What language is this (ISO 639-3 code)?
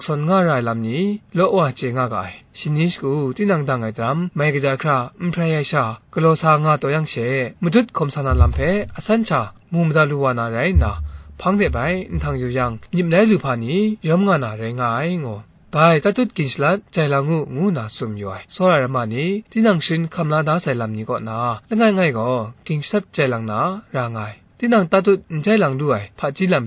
kac